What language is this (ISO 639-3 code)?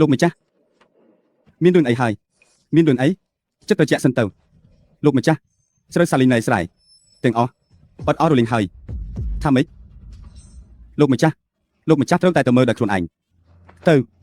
khm